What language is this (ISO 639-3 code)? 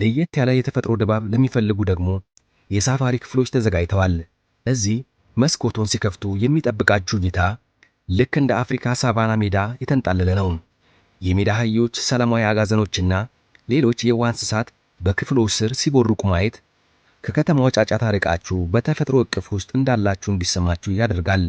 amh